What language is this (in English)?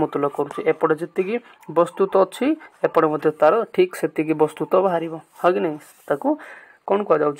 Odia